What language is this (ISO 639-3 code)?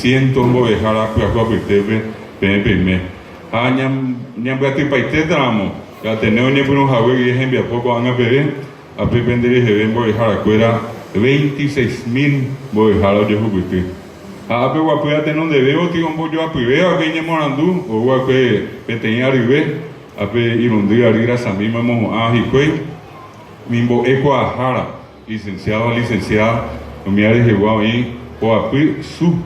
grn